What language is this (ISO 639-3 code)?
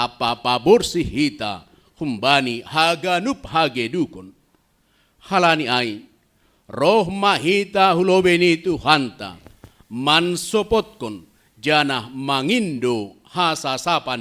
bts